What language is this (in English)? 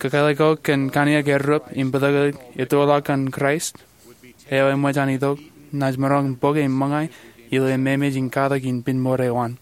Marshallese